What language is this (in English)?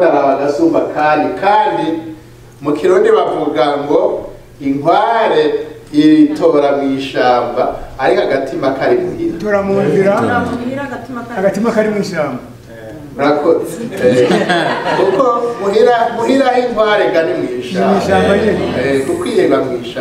Rundi